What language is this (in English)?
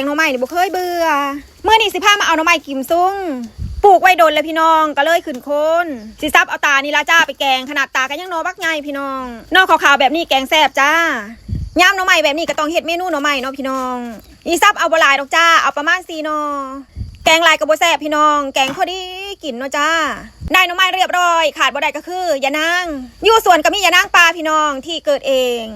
Northeastern Thai